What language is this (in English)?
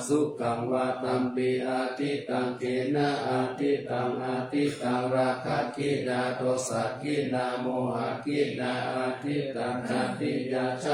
Pali